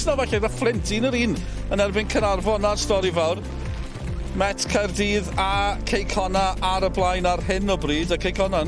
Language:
Welsh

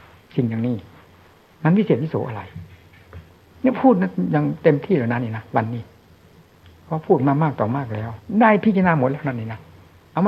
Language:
Thai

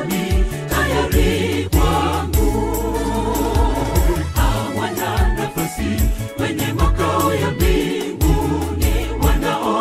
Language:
Swahili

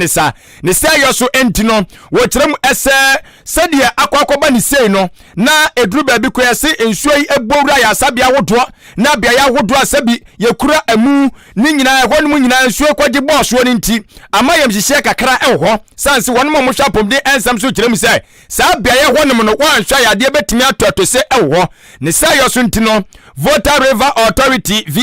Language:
Akan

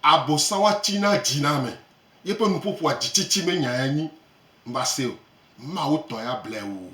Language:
Gen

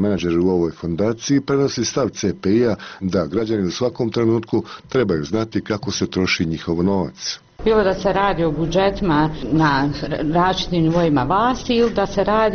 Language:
Bosnian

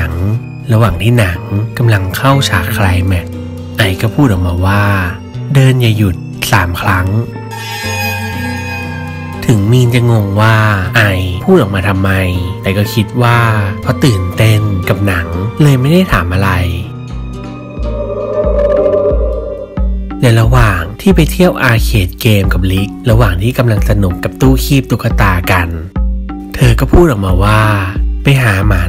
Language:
Thai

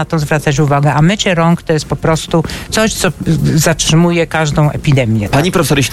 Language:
Polish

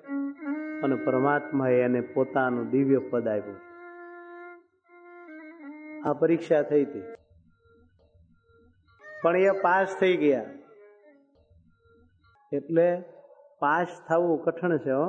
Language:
Gujarati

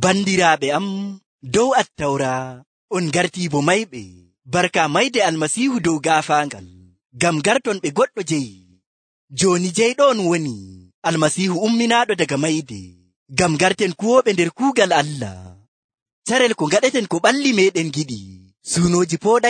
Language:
Nigerian Fulfulde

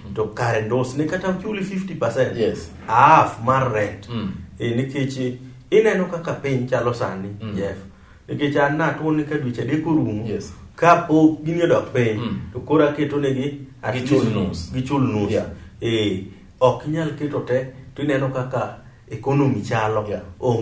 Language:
Luo (Kenya and Tanzania)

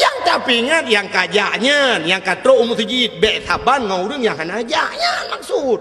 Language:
Achinese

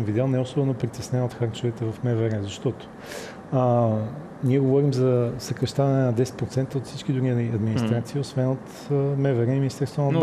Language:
Bulgarian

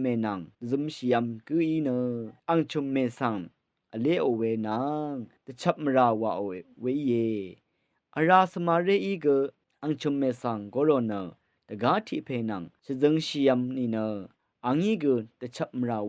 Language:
Rawang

